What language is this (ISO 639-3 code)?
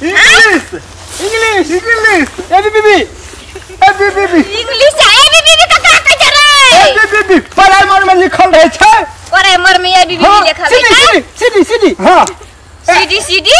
mai